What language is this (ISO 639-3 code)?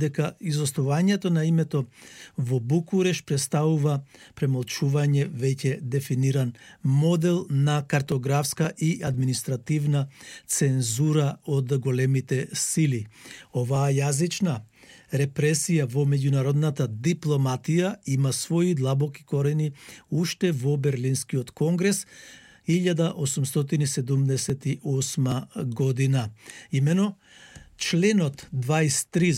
mkd